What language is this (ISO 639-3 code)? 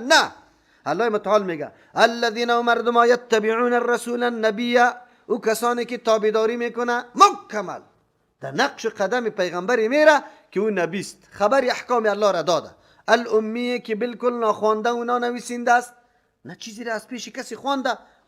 fas